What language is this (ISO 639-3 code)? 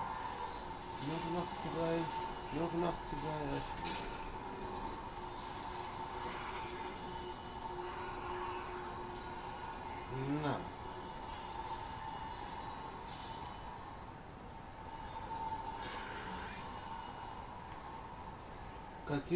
nld